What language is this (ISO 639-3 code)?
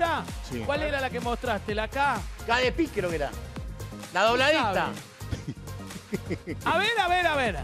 spa